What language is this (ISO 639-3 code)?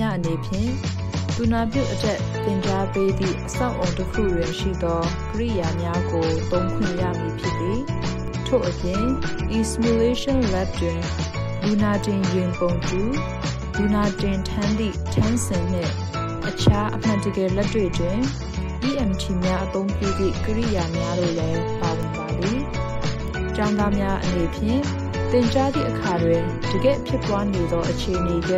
mya